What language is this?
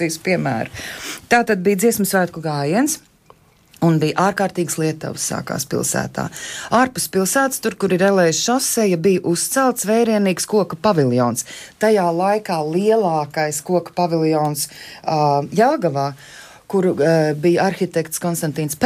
Latvian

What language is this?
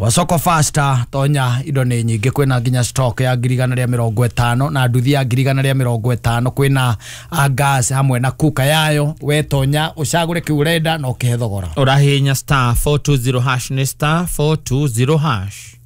Kikuyu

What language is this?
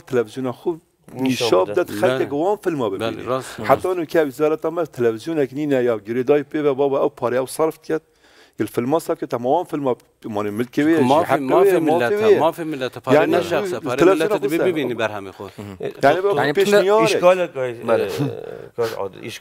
Kurdish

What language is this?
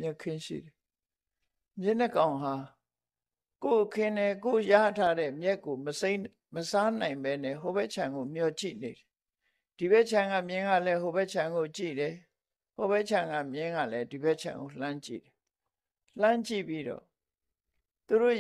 Burmese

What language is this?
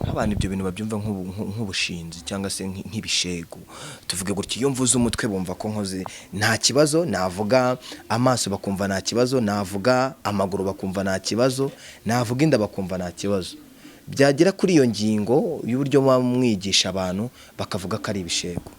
Kinyarwanda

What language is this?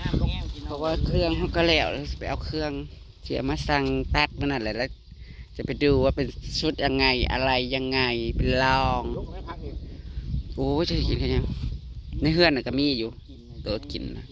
Northeastern Thai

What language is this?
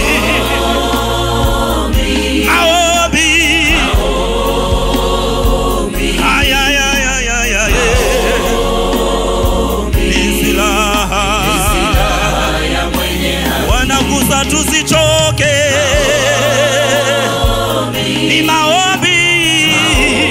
Swahili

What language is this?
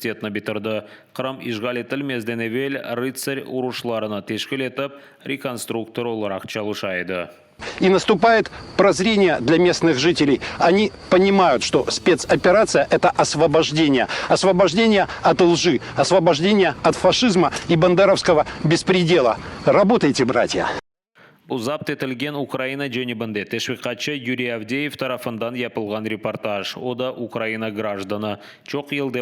Crimean Tatar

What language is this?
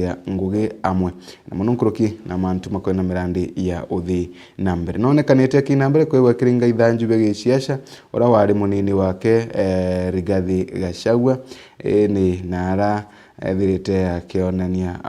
Meru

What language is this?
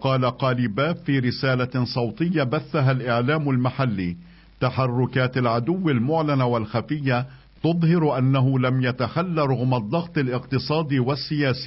Arabic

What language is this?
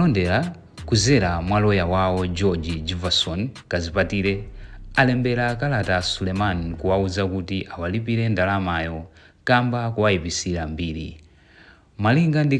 Nyanja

